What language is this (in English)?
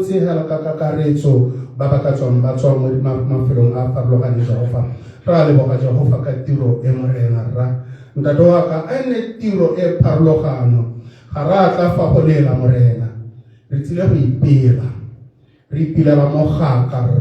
Tswana